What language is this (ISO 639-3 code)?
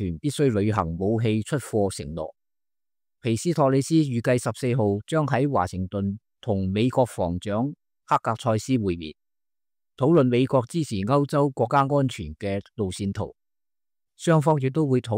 yue